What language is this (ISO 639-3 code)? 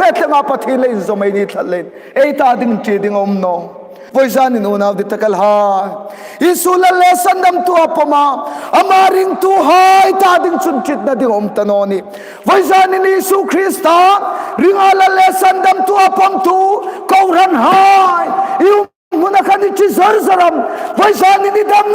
hmr